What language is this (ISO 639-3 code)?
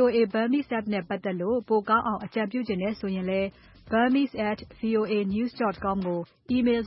mya